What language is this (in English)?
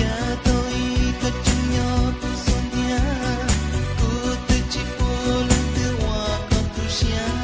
Hmong